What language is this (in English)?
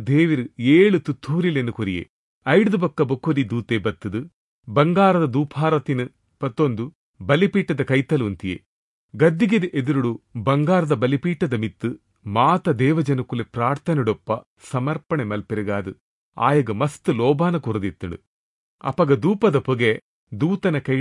Tulu